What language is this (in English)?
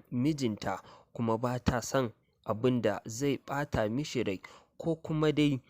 Hausa